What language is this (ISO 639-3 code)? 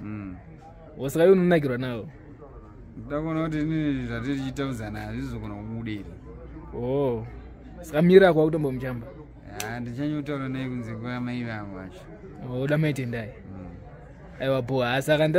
sna